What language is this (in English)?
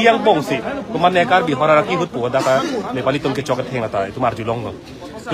Karbi